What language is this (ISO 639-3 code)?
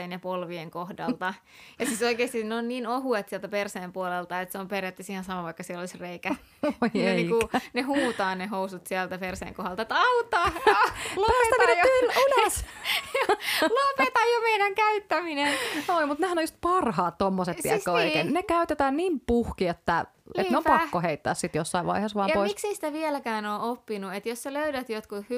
fin